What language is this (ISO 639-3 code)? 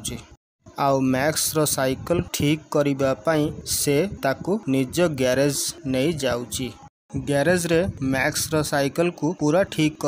ori